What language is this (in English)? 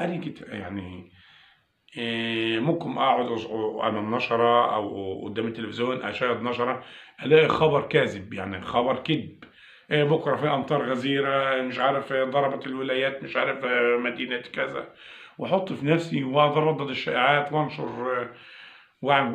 Egyptian Arabic